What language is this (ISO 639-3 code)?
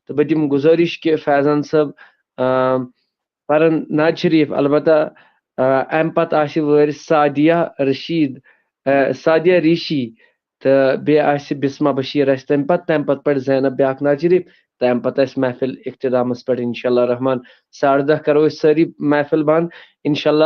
kas